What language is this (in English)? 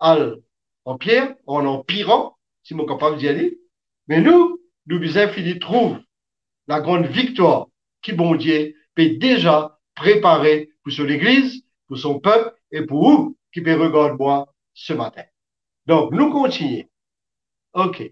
Morisyen